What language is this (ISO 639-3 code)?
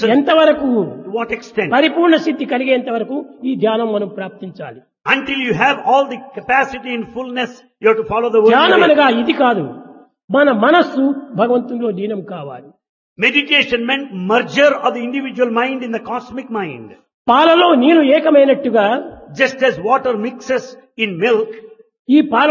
tel